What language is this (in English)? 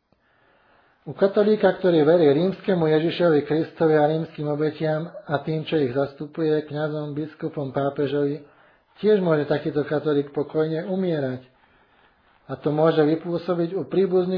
Slovak